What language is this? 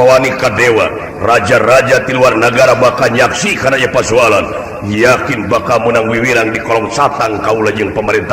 Sundanese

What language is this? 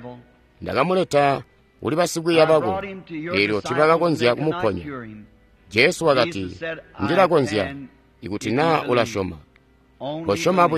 Tonga (Zambia)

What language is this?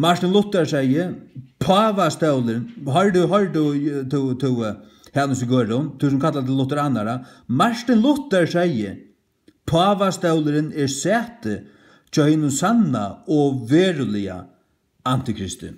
Faroese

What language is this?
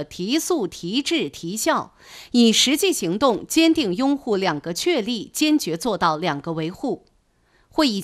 Chinese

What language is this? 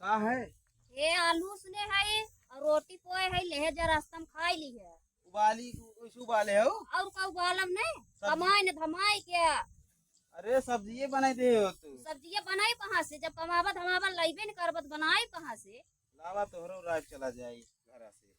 Awadhi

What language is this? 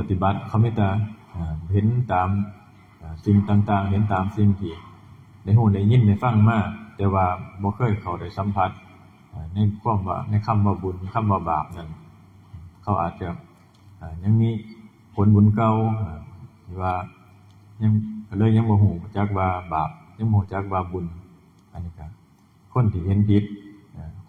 Northeastern Thai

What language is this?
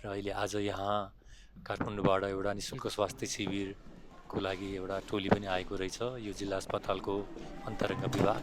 Nepali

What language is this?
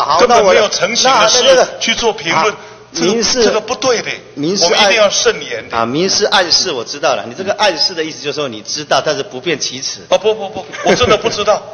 Chinese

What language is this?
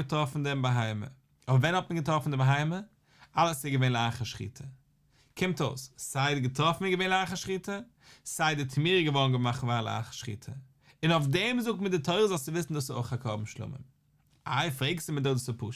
Yiddish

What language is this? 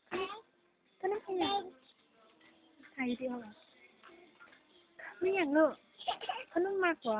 Lao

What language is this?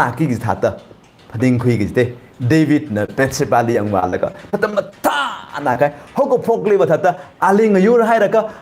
Tangkhul Naga (India)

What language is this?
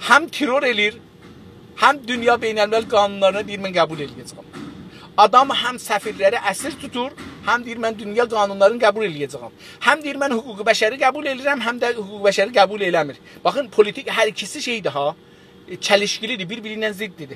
South Azerbaijani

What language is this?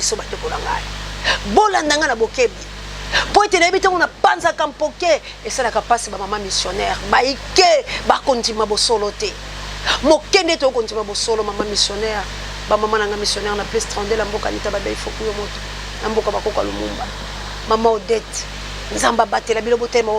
Lingala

